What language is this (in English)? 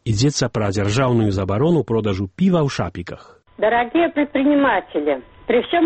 Belarusian